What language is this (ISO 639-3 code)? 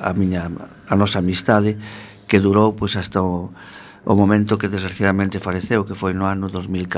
glg